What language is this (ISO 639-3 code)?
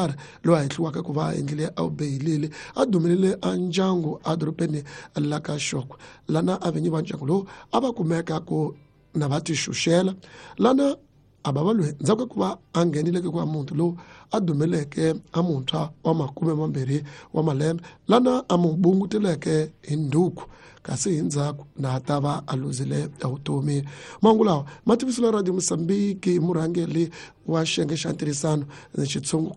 tso